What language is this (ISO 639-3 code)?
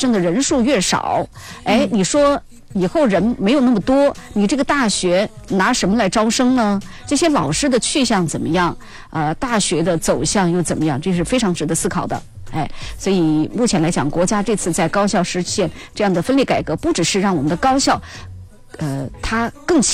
zho